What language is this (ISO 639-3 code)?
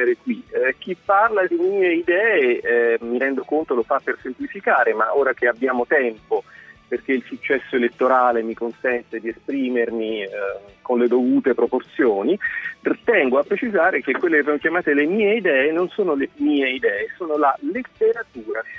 ita